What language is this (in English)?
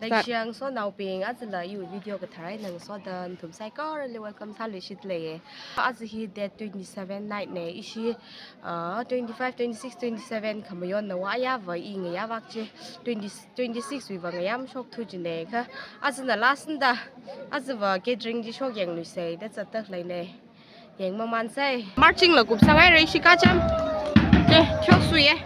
Tangkhul Naga (India)